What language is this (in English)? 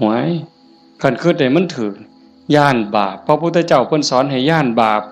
Northeastern Thai